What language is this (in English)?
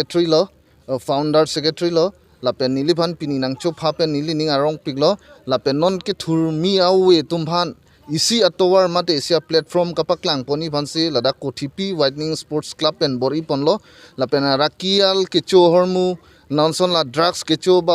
Karbi